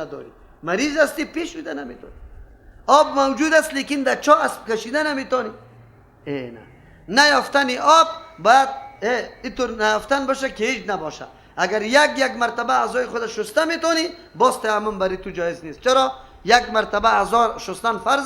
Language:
Persian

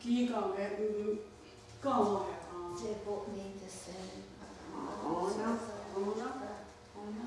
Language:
Mohawk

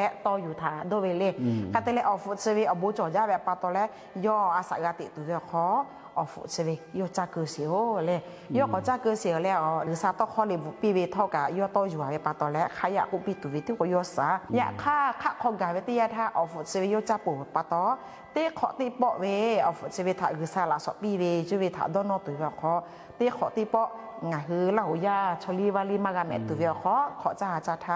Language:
Lahu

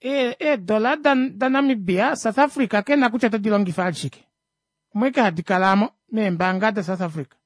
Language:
Kuanyama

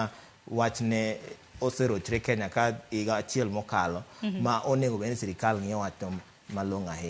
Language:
Luo (Kenya and Tanzania)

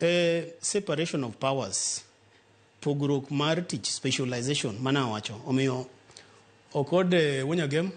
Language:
Luo (Kenya and Tanzania)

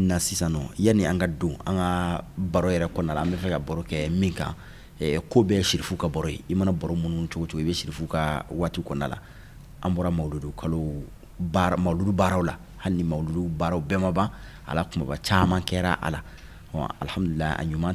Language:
Bambara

